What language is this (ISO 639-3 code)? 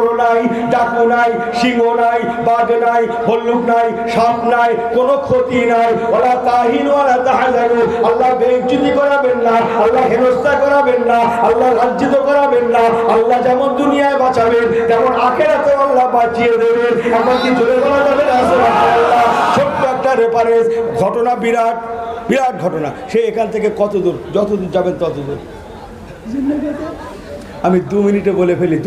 ben